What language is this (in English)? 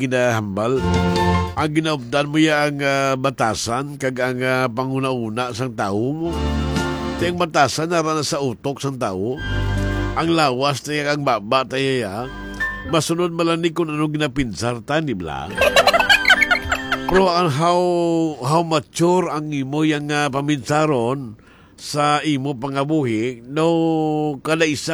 Hiligaynon